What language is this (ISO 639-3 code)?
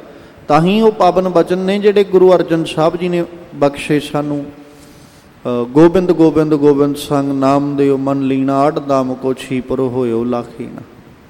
pan